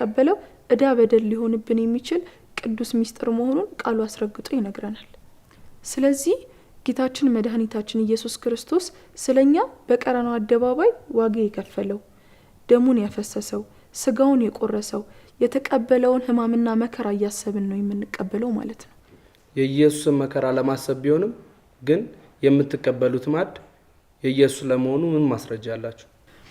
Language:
Amharic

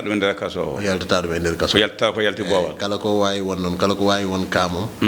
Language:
Fula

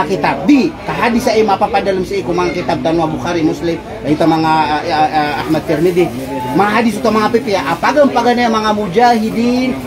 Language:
Maranao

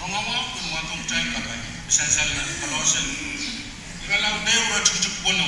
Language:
Pohnpeian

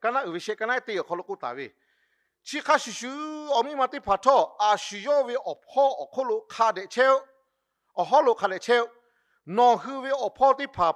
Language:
Lahu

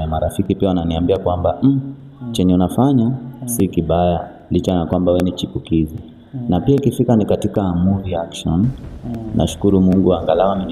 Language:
Swahili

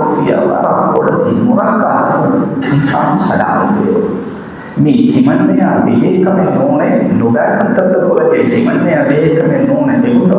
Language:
Divehi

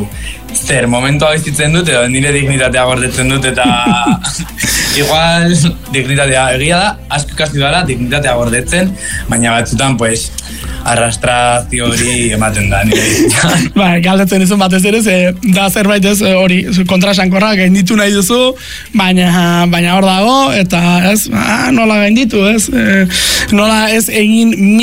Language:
Basque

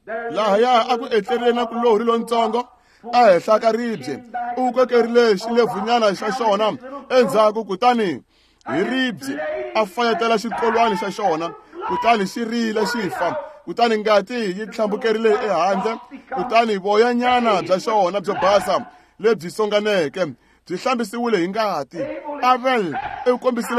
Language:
Tsonga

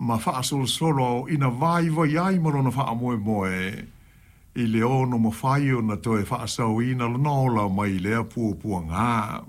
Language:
Samoan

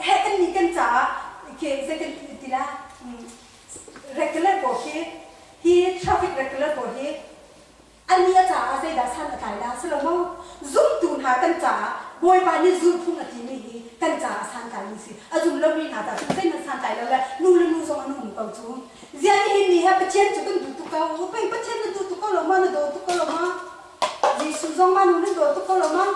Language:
Hakha Chin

